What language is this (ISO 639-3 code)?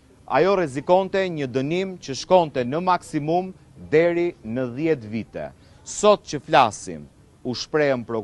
sqi